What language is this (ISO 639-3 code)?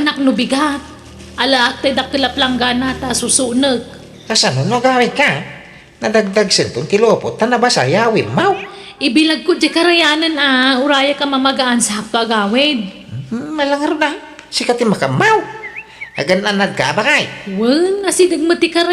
ilo